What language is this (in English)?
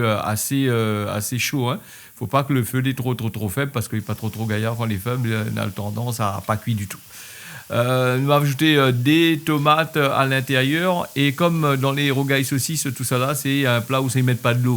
Réunion Creole French